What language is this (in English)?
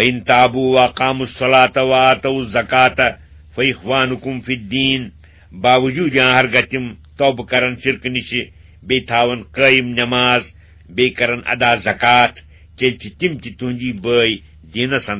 Kashmiri